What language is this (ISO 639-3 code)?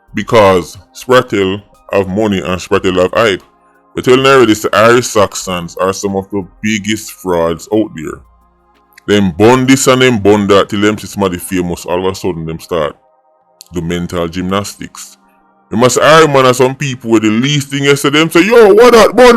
jam